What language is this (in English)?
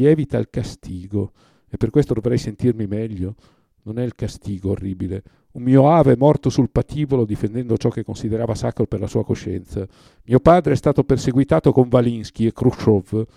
Italian